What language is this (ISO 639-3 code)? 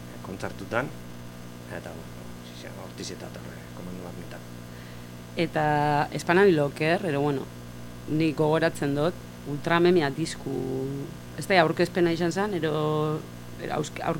eus